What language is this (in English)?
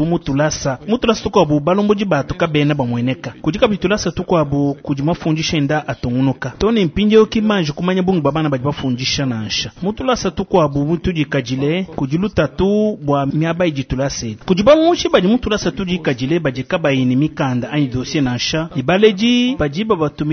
Luba-Lulua